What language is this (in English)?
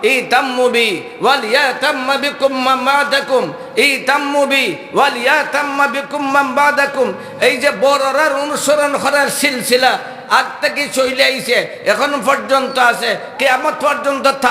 Sylheti